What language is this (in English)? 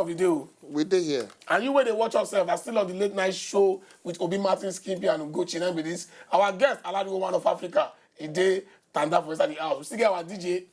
Nigerian Pidgin